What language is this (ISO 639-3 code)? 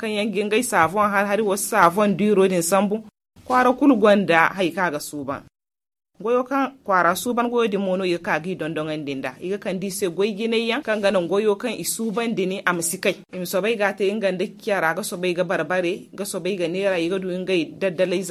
dje